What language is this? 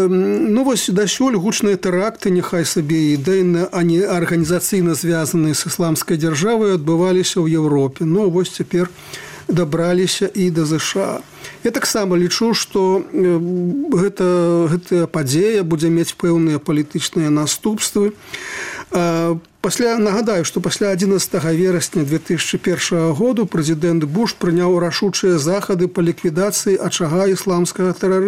Belarusian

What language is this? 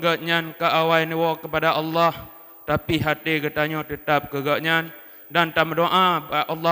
Achinese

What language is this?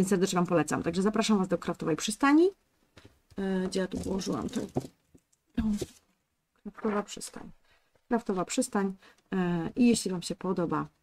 Polish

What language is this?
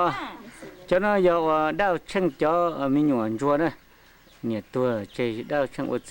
Hmong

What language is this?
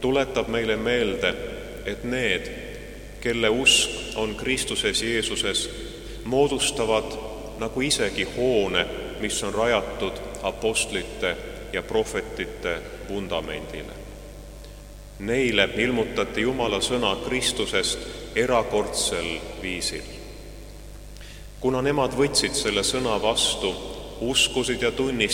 Estonian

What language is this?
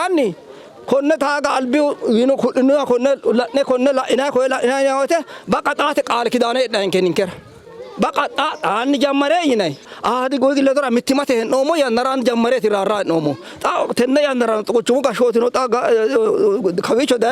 Sidamo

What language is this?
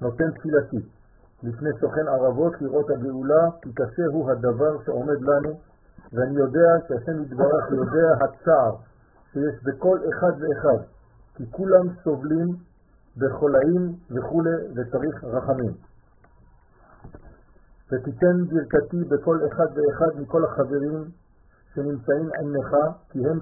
Hebrew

